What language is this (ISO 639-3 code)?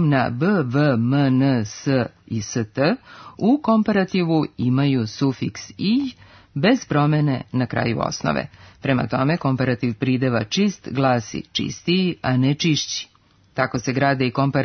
srp